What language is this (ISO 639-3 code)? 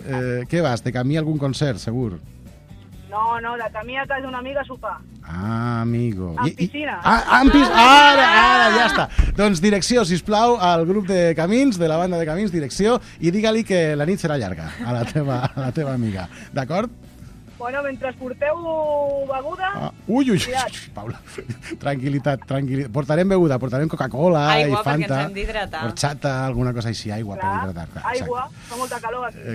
cat